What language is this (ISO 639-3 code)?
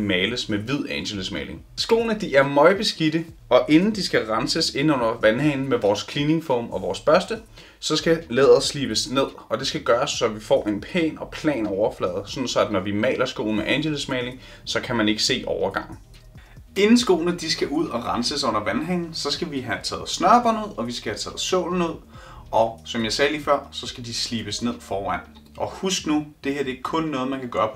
dan